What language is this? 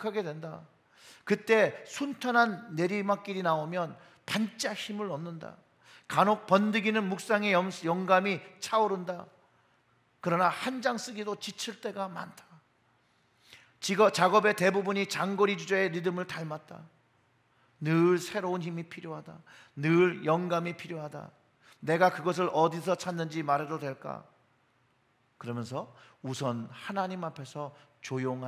Korean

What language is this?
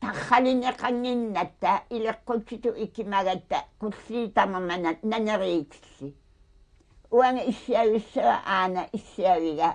Kalaallisut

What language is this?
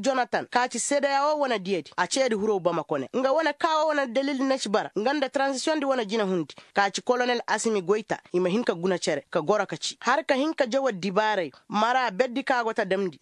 Koyraboro Senni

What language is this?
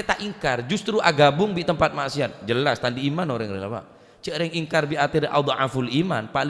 Madurese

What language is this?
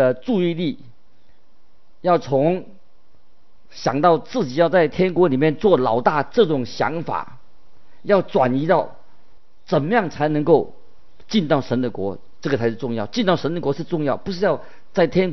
Chinese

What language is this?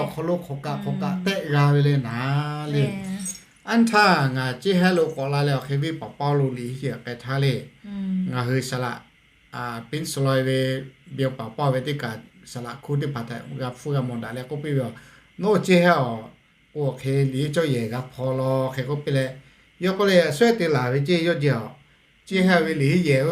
Lahu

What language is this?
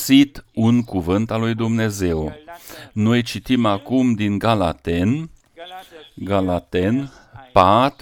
Romanian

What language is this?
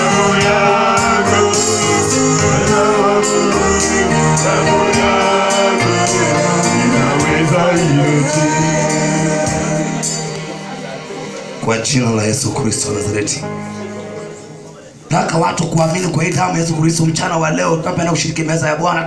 Swahili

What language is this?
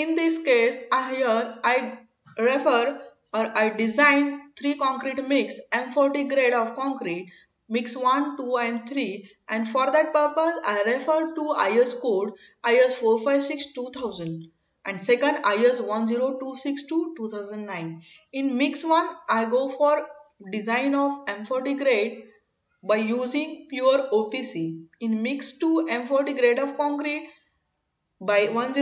English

